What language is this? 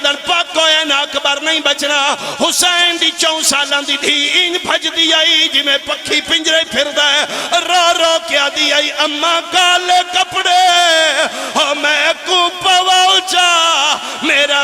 Pahari-Potwari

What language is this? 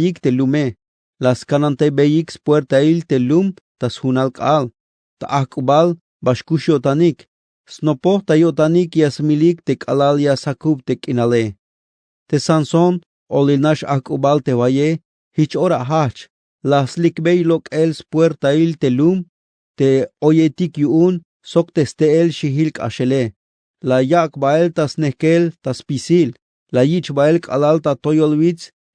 Tzeltal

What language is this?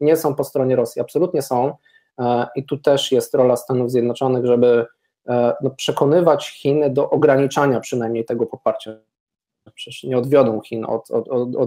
Polish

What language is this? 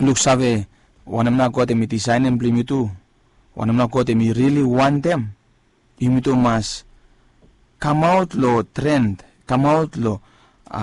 Bislama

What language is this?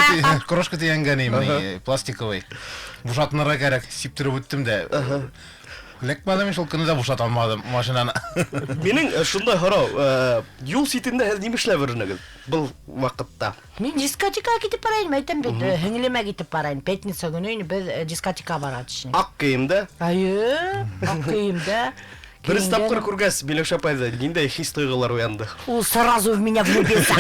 Bashkir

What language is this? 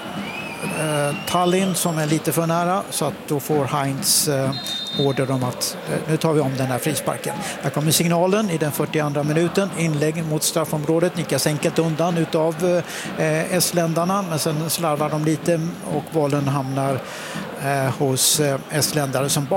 Swedish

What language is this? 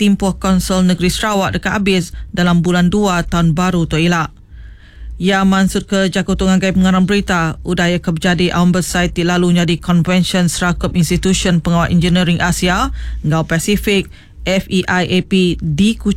Iban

